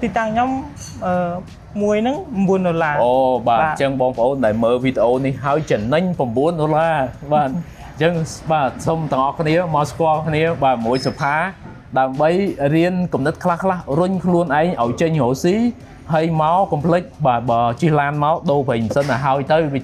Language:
Khmer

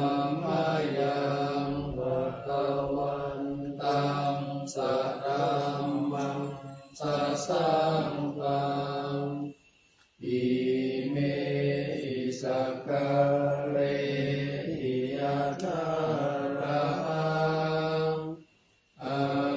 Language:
Pali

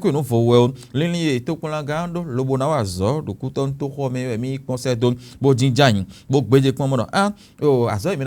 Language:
Fon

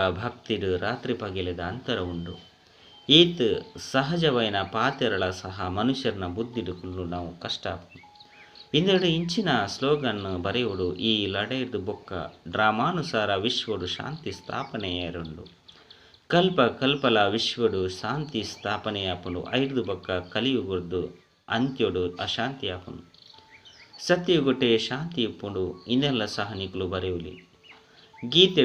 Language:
Tulu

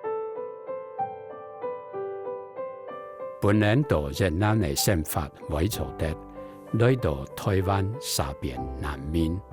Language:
Hakka Chinese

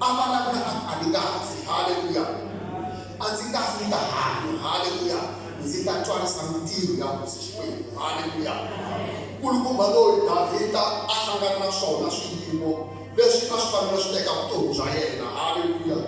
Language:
Tsonga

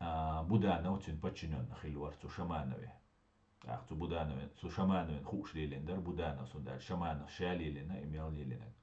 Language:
Chechen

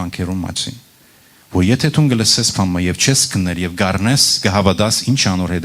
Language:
Western Armenian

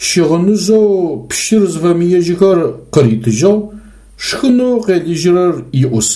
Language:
Adyghe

